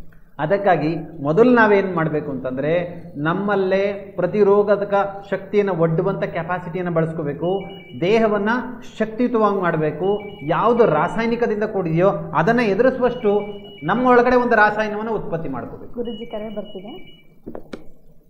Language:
Kannada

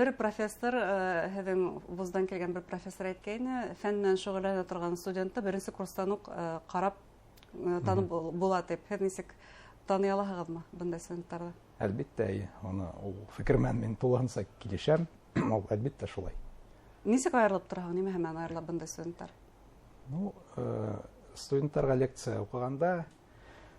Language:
Bashkir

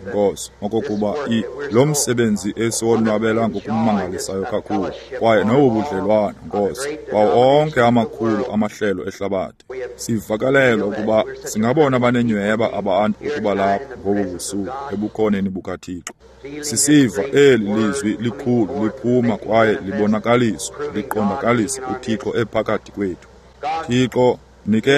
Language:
Xhosa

